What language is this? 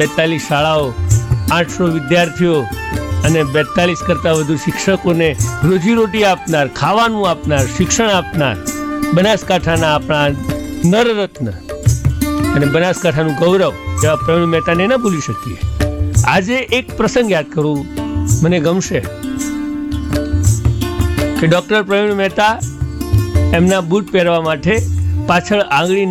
Gujarati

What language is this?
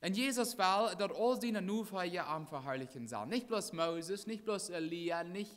Plautdietsch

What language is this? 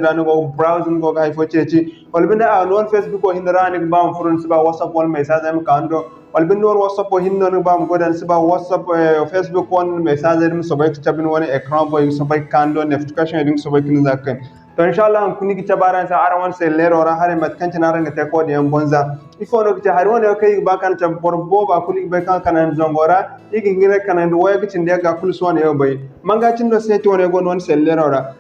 Zarma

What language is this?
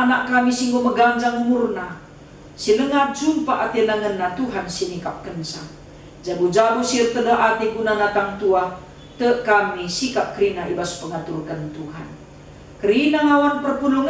Batak Karo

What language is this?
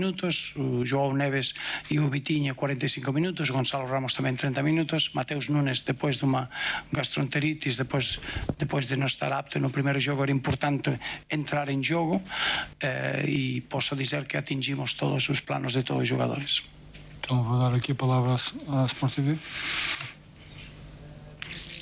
Portuguese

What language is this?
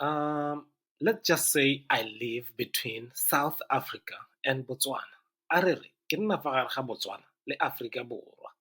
Tswana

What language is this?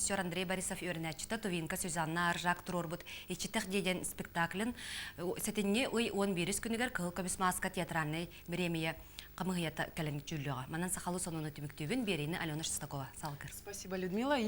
Yakut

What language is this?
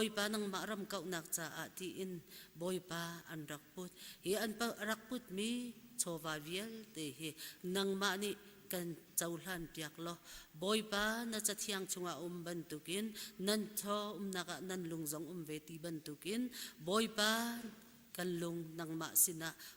Hakha Chin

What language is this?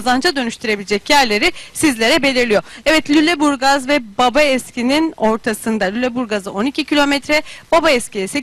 Turkish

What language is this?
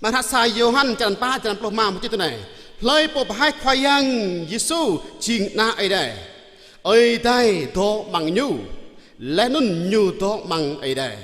Jarai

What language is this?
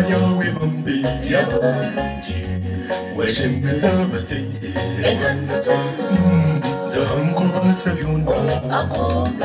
Kinyarwanda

